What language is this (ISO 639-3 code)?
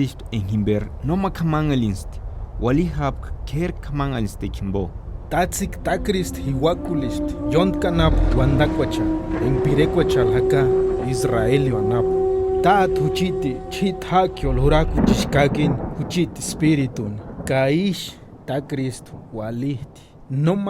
tsz